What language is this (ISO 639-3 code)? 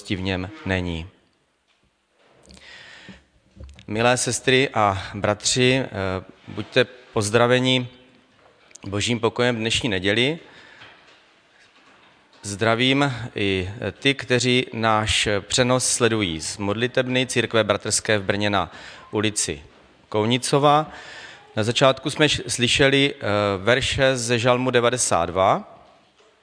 ces